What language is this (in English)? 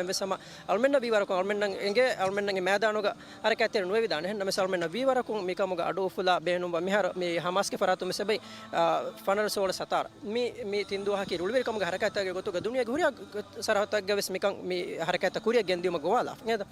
Divehi